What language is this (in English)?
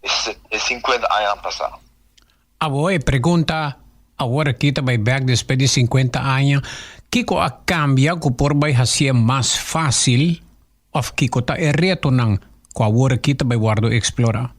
Papiamento